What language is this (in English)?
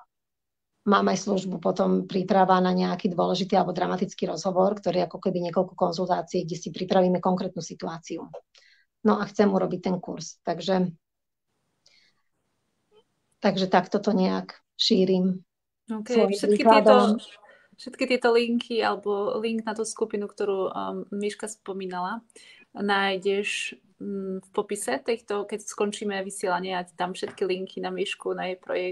Slovak